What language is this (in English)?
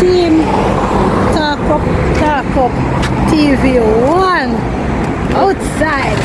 Jamaican Creole English